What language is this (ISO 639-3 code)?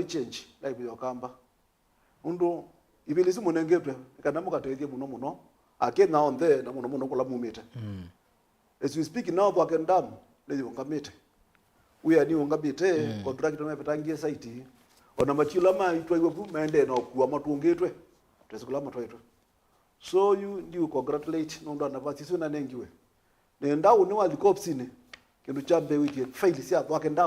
kam